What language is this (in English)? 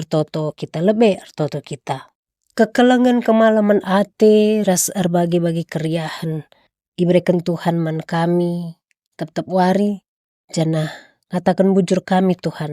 Batak Karo